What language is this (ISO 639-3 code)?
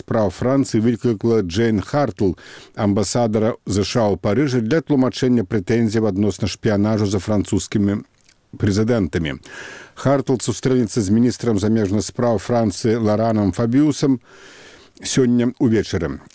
bel